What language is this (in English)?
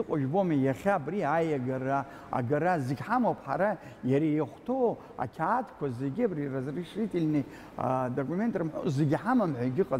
Abkhazian